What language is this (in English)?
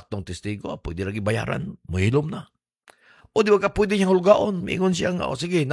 Cebuano